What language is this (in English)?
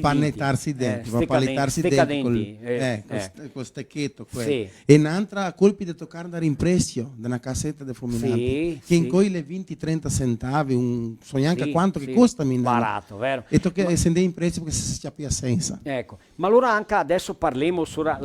Venetian